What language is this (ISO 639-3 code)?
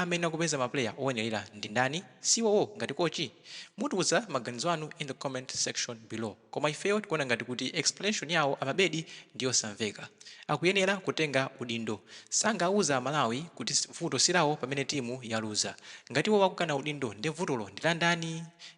nya